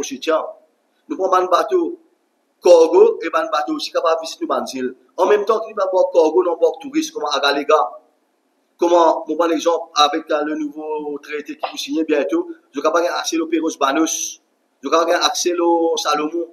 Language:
Morisyen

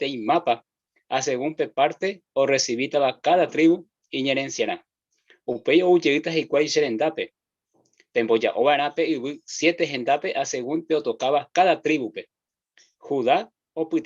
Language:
Guarani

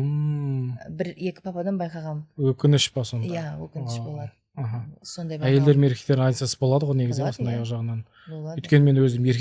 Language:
Kazakh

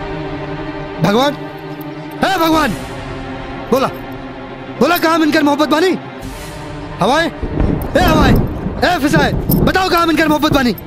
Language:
Bhojpuri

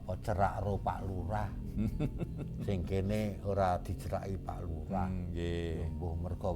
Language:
Javanese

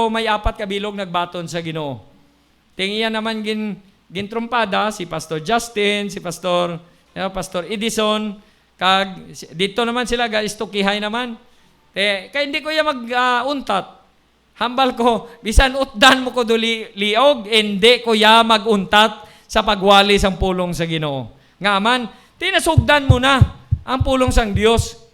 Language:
Hiligaynon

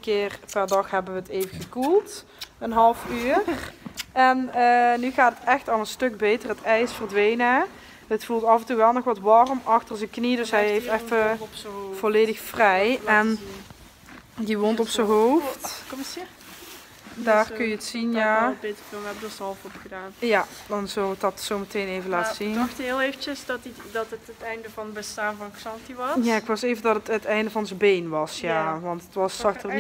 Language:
Dutch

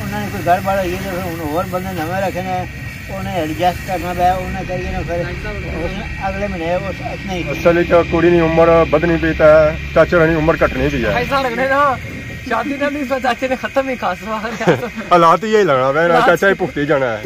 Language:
Pahari-Potwari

